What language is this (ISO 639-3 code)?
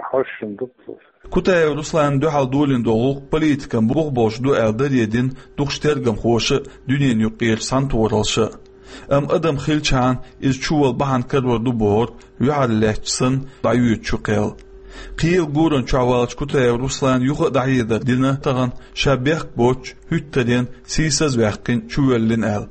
che